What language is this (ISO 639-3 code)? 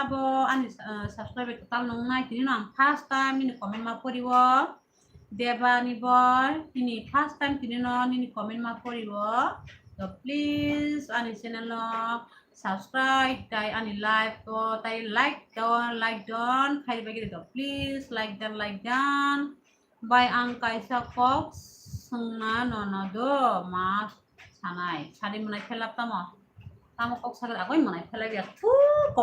trp